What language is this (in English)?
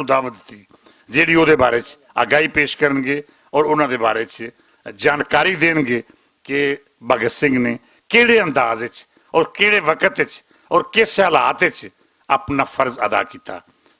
Western Panjabi